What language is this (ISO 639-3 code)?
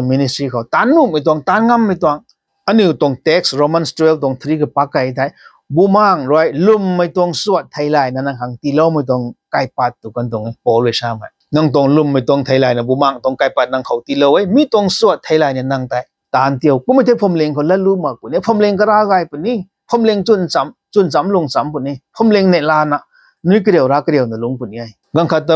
nbu